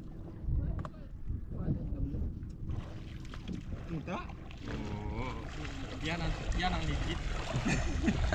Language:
Filipino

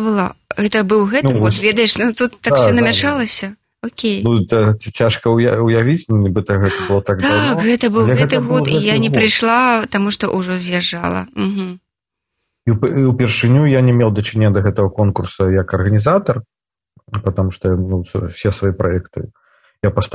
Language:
Belarusian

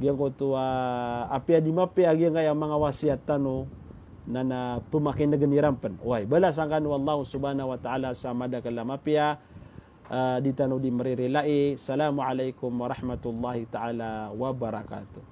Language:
Maranao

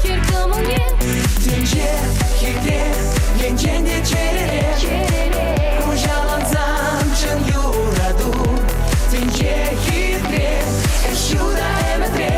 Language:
Chuvash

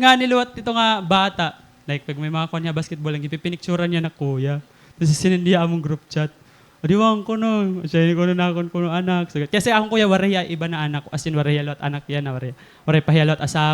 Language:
Waray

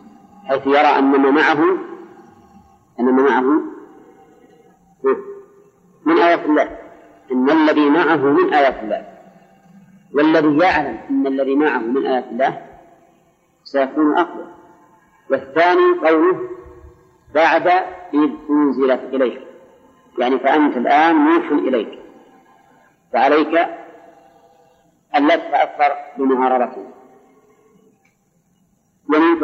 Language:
Arabic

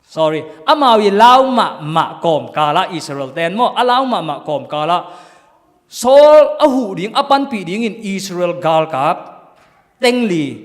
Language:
Tedim Chin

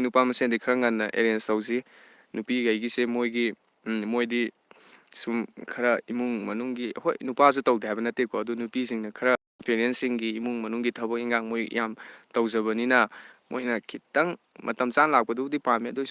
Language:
Manipuri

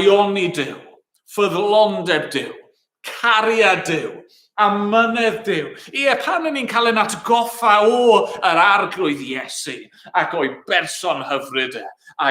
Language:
Welsh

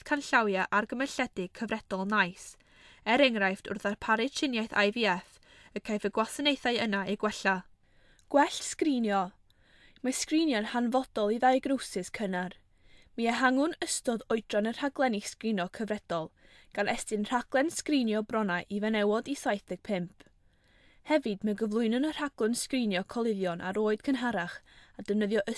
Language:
Welsh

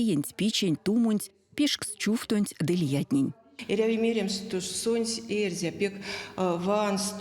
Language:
Erzya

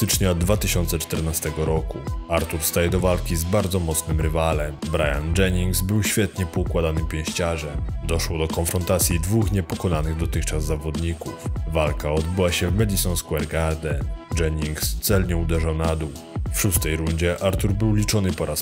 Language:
Polish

